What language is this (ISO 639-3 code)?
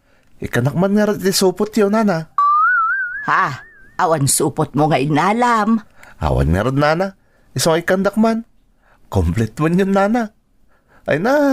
ilo